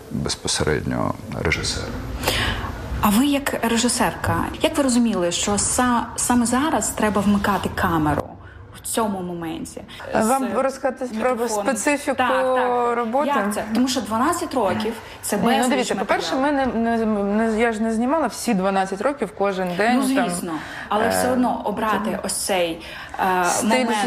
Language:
Ukrainian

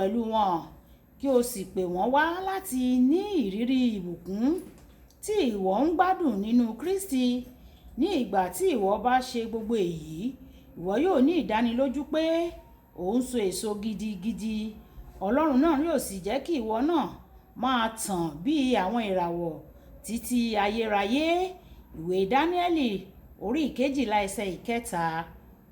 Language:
Yoruba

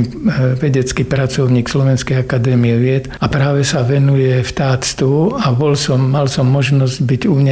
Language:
Slovak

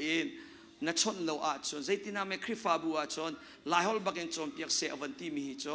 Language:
Hakha Chin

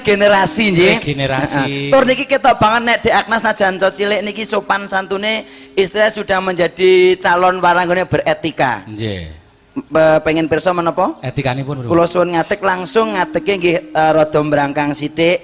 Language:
Javanese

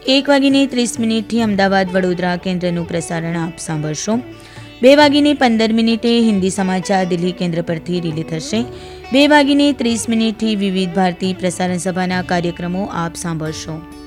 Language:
Gujarati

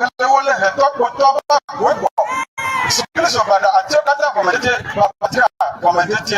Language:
Ewe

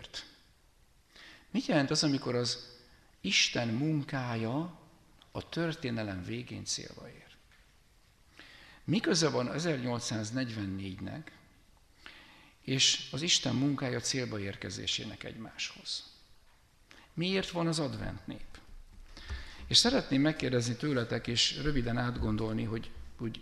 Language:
Hungarian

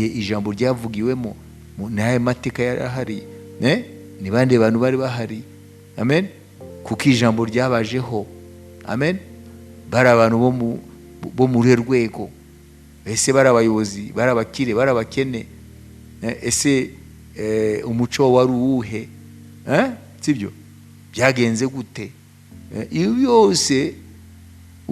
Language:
Kinyarwanda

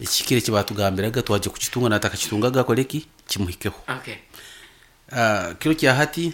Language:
Nyoro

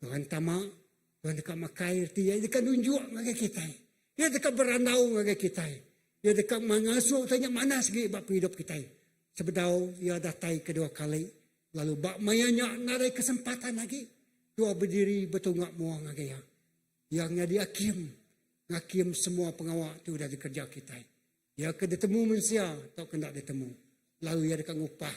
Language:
Iban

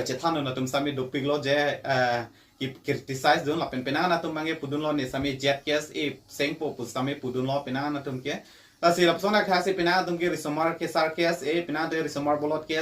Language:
Karbi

